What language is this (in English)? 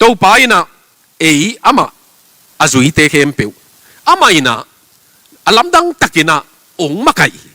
Tedim Chin